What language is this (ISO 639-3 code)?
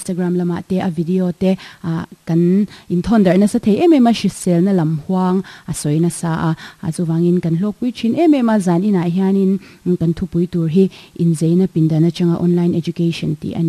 lus